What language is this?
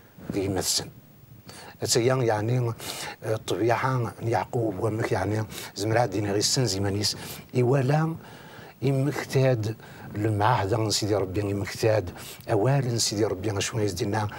Kabyle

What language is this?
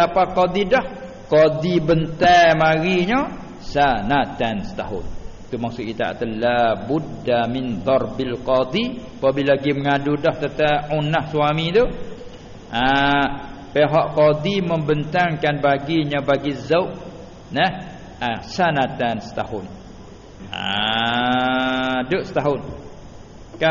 Malay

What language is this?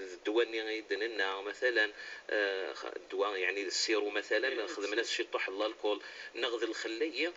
Kabyle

